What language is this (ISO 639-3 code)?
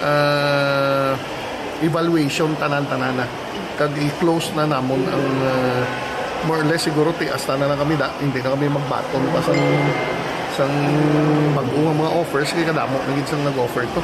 hil